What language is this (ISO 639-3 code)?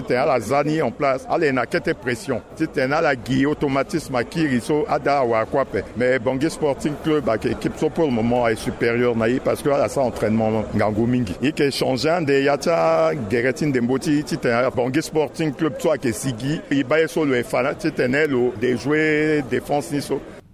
sag